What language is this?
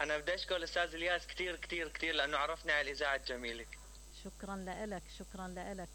Mesopotamian Arabic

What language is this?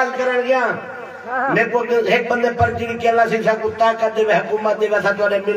Saraiki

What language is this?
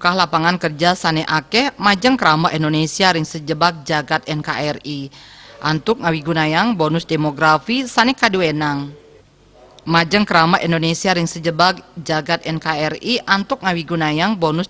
Balinese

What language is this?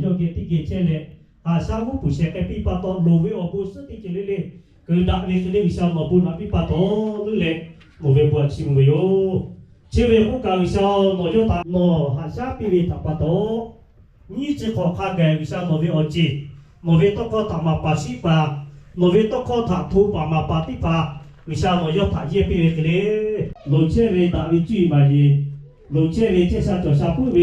Lahu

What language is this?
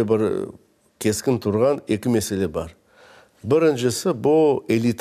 Crimean Tatar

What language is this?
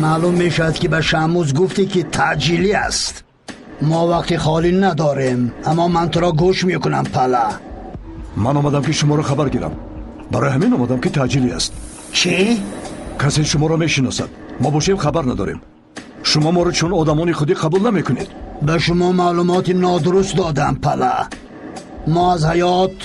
Tajik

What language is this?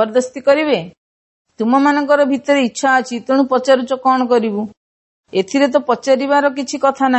Odia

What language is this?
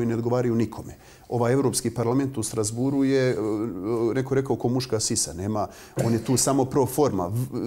Bosnian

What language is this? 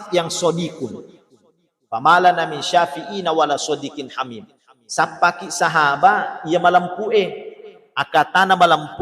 Buginese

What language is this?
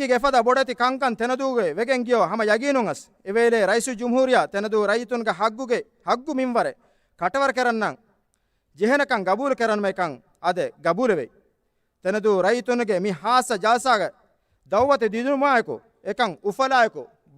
Divehi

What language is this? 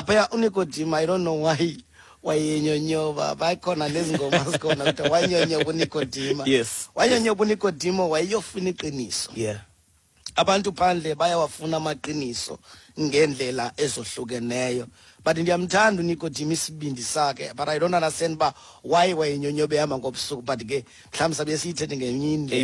Xhosa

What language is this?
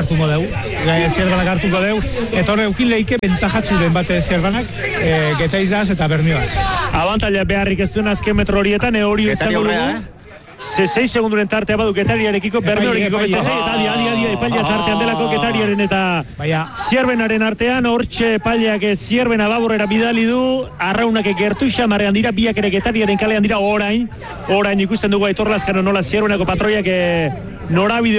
Basque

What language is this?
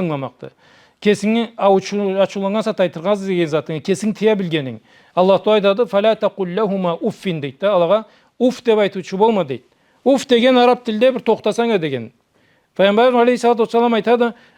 Karachay-Balkar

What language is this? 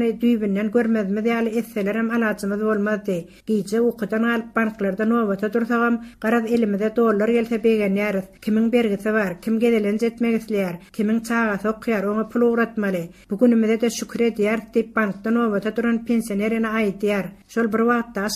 Turkmen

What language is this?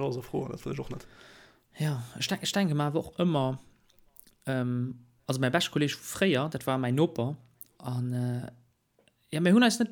Luxembourgish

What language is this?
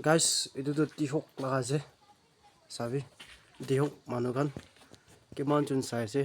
Naga Pidgin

